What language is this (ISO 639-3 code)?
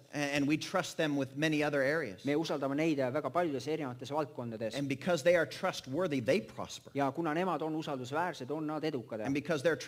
est